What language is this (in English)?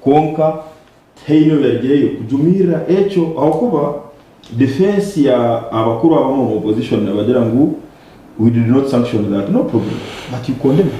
Nyankole